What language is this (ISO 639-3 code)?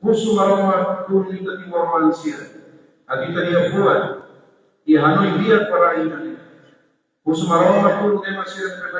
tet